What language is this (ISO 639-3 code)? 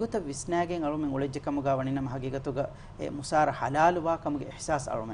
div